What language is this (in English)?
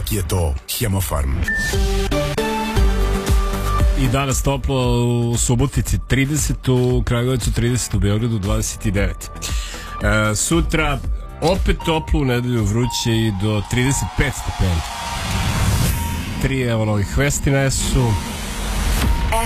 Serbian